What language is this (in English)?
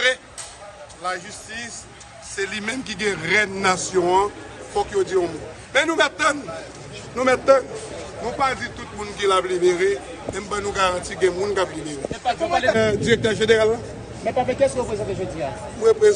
Haitian Creole